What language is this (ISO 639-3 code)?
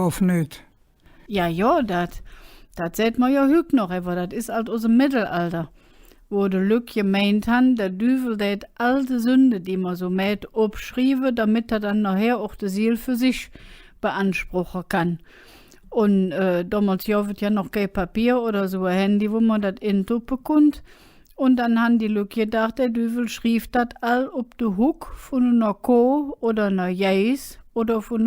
ksh